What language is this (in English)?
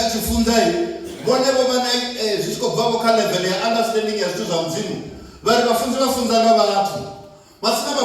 Venda